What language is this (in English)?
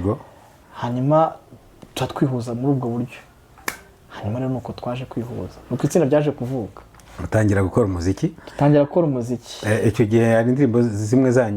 Kinyarwanda